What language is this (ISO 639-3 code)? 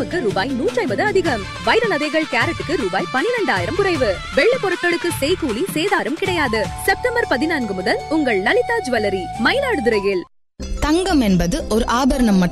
tam